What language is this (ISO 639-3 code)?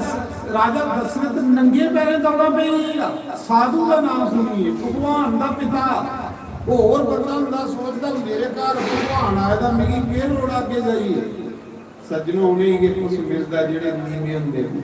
doi